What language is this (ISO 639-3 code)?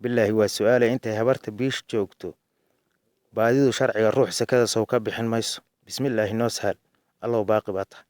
som